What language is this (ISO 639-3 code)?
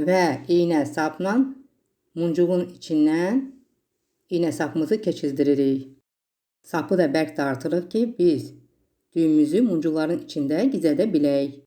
aze